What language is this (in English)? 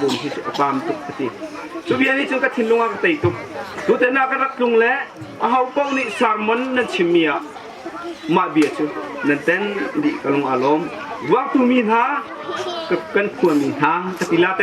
Hakha Chin